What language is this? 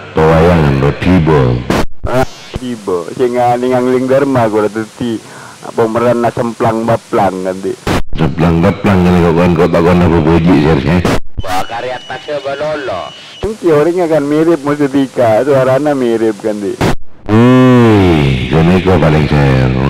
Madurese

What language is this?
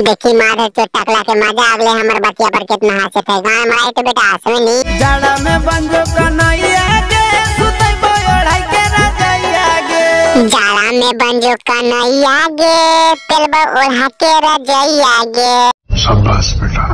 Magahi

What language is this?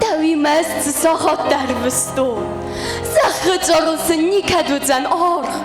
Ossetic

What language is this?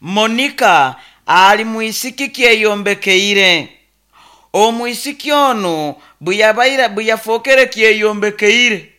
Nyoro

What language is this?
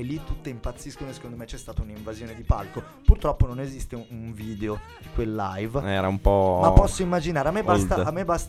Italian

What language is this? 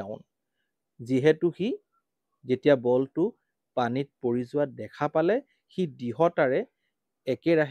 Assamese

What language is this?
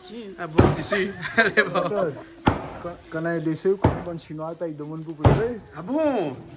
Réunion Creole French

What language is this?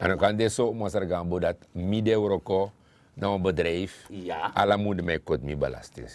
Sranan Tongo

